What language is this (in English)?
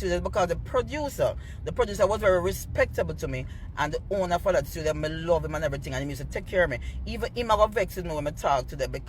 Jamaican Creole English